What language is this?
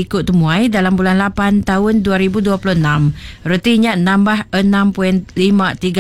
Iban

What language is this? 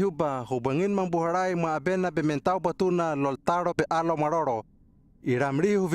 Hano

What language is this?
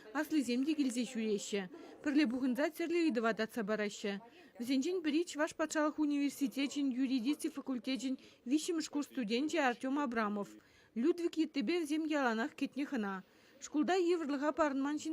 Chuvash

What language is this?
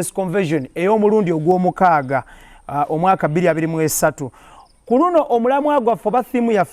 Ganda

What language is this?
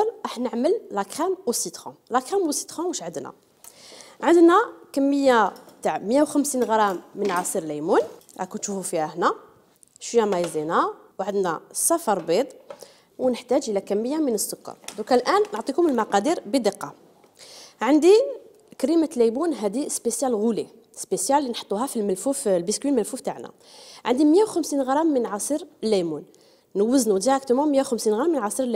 Algerian Arabic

